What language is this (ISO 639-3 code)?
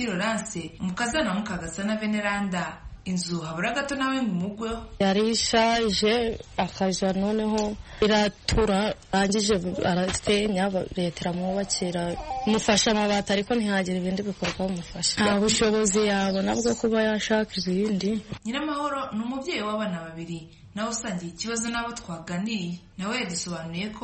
kin